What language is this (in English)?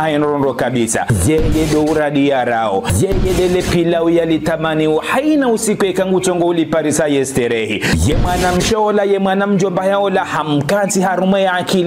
Ngazidja Comorian